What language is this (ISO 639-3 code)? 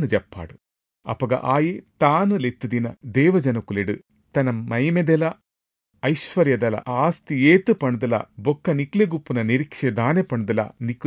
tcy